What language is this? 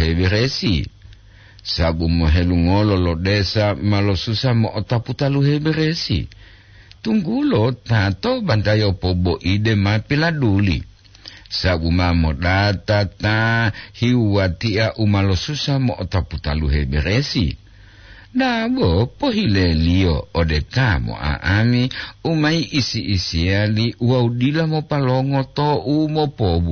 Gorontalo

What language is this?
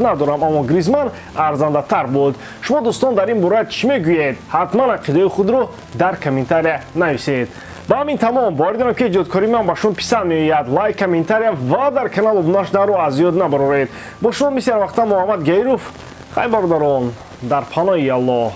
Tajik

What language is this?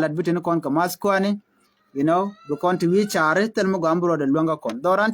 Nuer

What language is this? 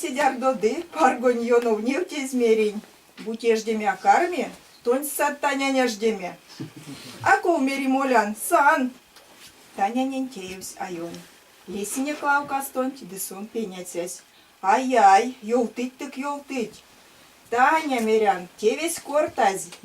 Erzya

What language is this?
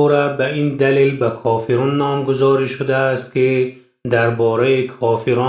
Tajik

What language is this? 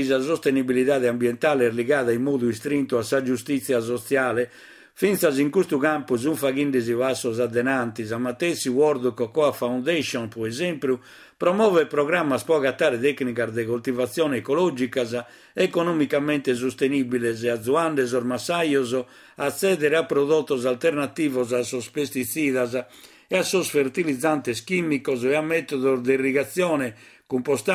Sardinian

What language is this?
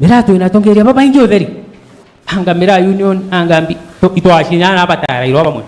Meru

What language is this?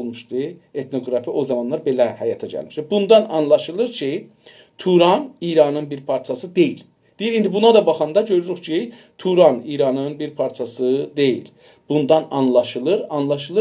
South Azerbaijani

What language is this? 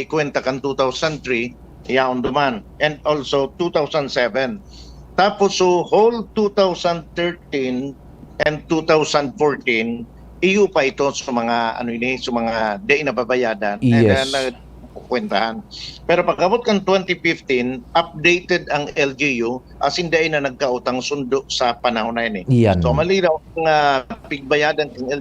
Bikol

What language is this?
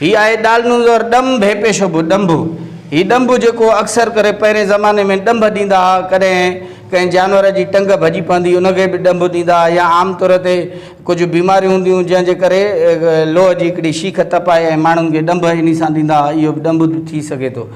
Sindhi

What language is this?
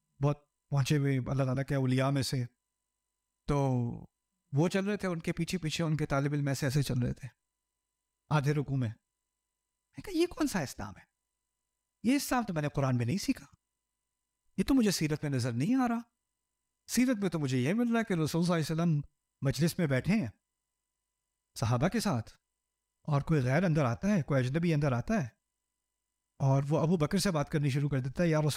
Urdu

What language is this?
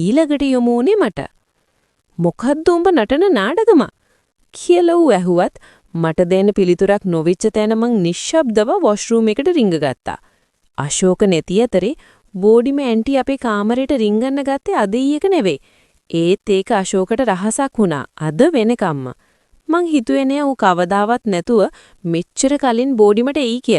Sinhala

